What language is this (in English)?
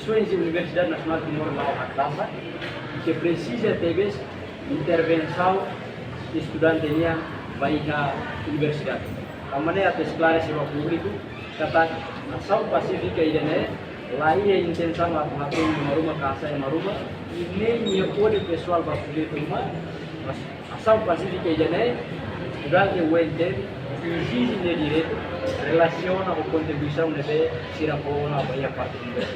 Tetum